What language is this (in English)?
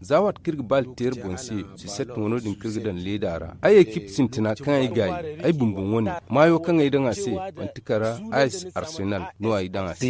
Zarma